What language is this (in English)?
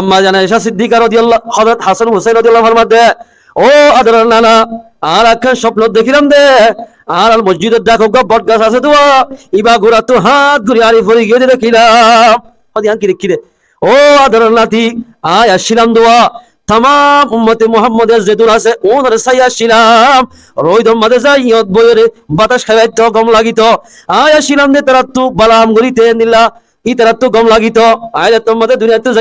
Rohingya